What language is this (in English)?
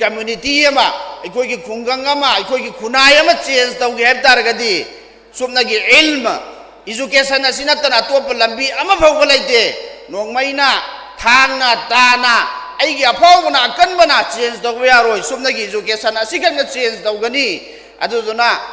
Manipuri